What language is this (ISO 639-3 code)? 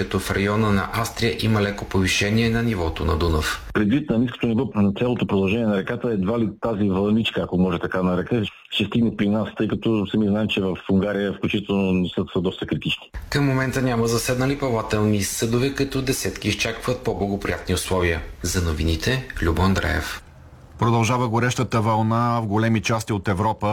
bul